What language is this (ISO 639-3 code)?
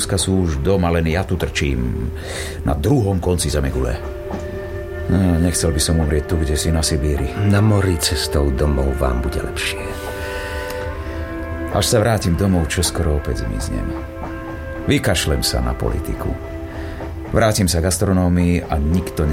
slk